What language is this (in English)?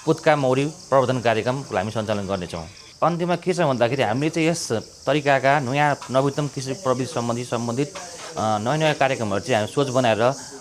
Nepali